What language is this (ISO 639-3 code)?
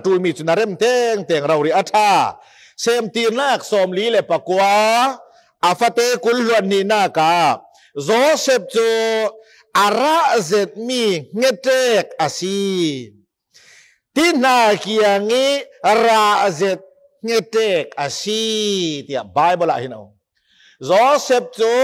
cfm